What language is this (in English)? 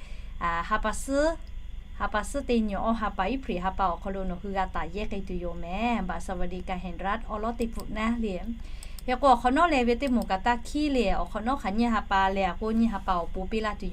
Lahu